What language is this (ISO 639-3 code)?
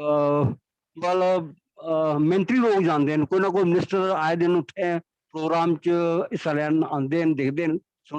doi